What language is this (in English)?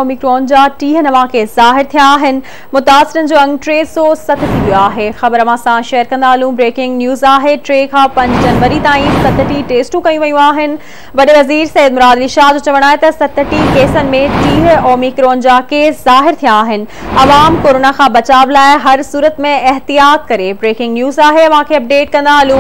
Sindhi